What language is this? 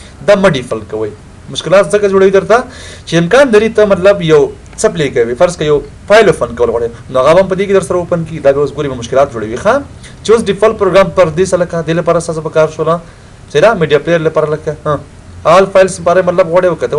Pashto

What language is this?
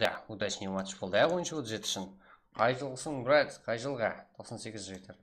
Kara-Kalpak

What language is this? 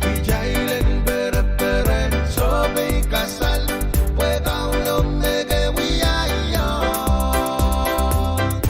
Pohnpeian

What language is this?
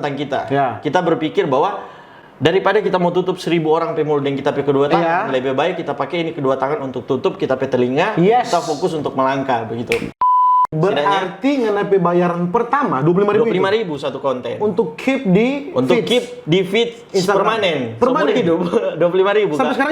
Manado Malay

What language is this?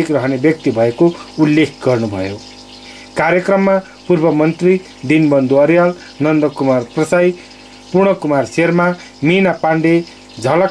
Nepali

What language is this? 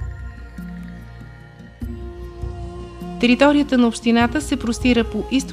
Bulgarian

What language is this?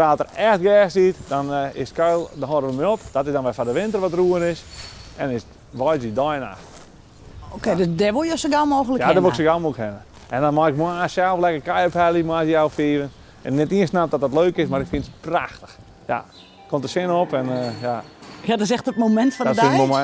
Western Frisian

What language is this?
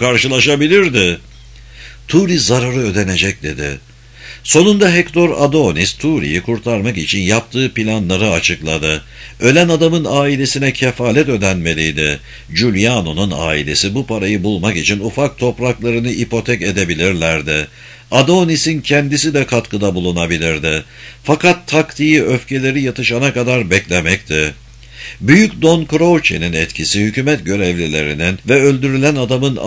Turkish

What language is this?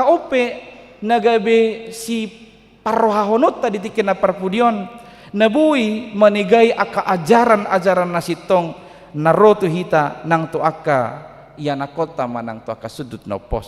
Batak Toba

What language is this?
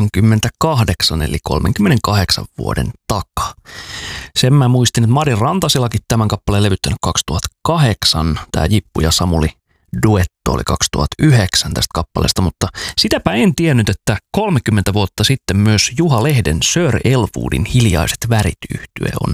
Finnish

